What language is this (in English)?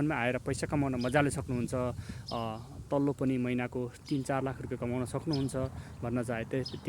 Nepali